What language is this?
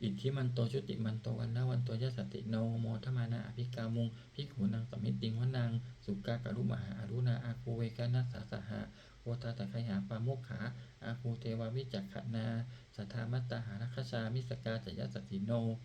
Pali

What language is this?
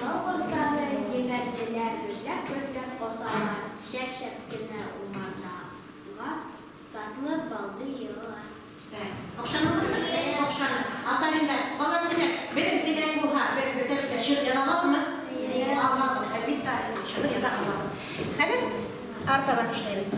Bashkir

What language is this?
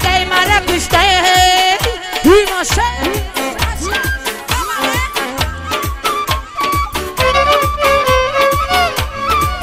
Persian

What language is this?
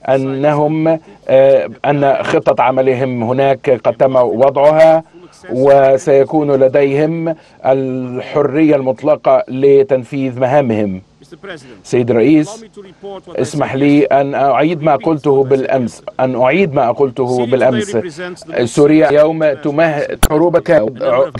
Arabic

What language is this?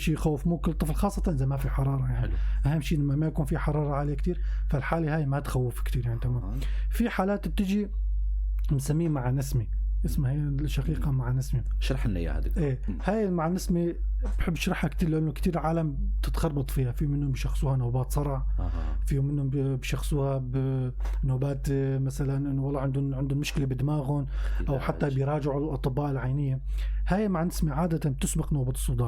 North Levantine Arabic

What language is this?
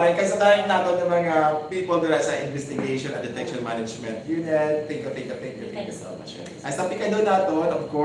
Hiligaynon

